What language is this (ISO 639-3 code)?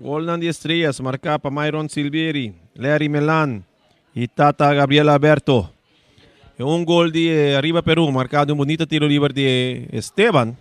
pap